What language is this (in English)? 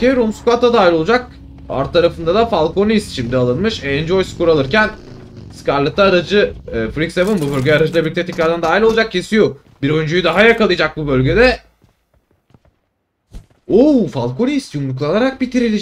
Turkish